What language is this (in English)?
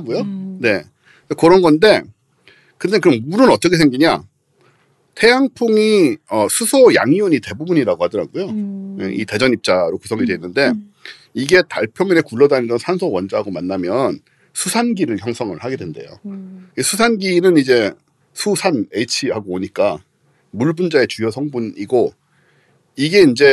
Korean